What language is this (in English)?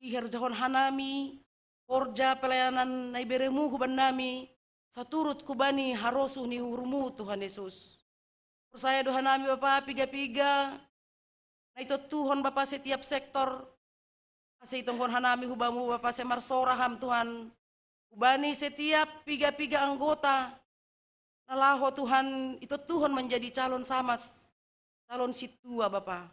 Batak Simalungun